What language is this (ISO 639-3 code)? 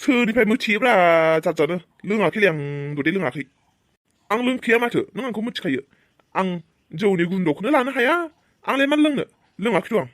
brx